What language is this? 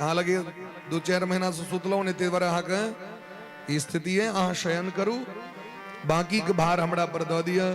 Maithili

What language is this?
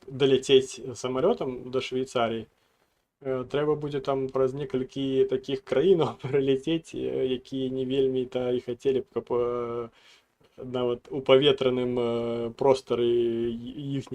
Belarusian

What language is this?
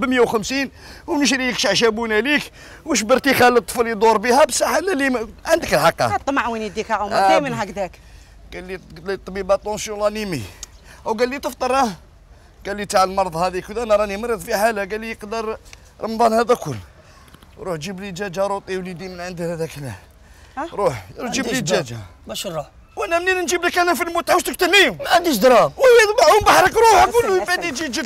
Algerian Arabic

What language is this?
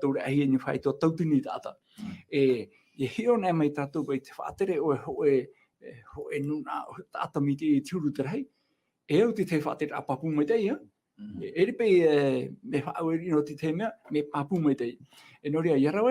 Tahitian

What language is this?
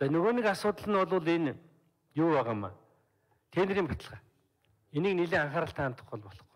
Mongolian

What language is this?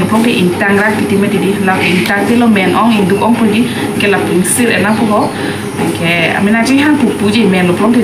Karbi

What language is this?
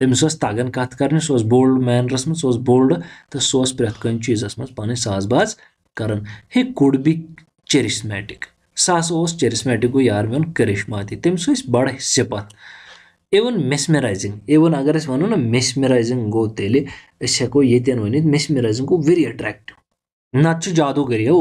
Kashmiri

